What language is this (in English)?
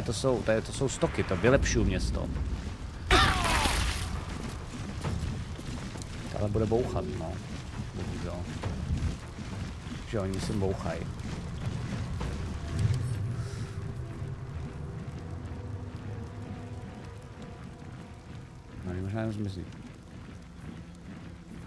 Czech